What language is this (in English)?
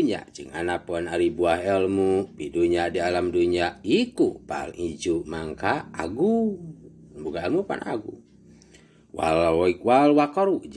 Sundanese